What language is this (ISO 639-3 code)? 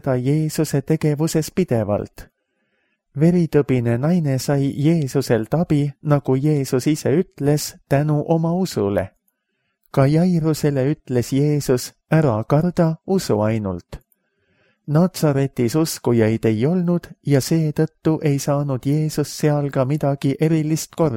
est